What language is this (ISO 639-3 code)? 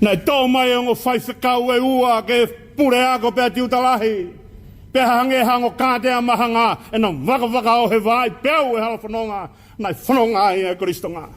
ton